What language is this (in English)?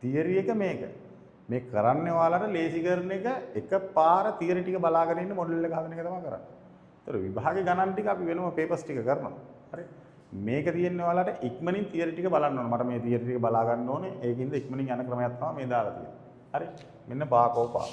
Sinhala